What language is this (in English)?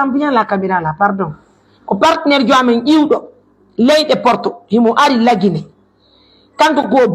Pular